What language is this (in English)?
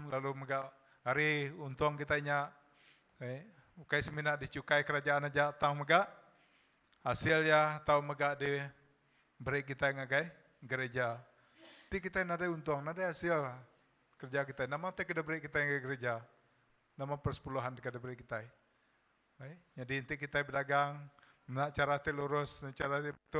Iban